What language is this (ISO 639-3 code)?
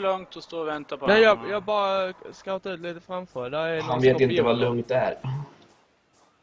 swe